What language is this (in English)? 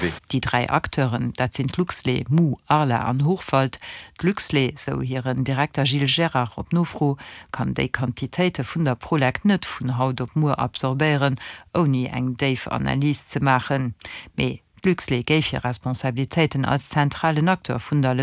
Luxembourgish